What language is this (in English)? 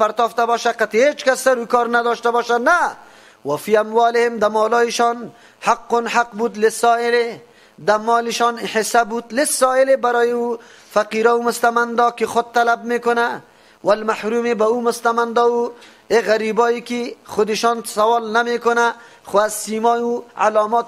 Persian